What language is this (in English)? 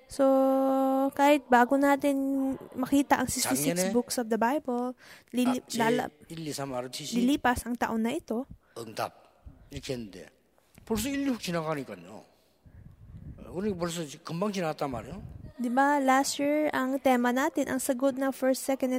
Filipino